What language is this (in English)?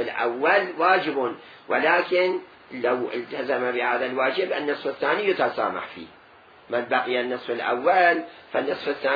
Mesopotamian Arabic